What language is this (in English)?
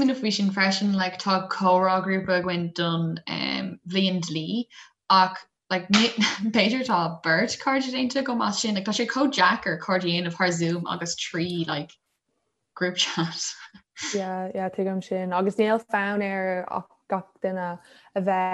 Irish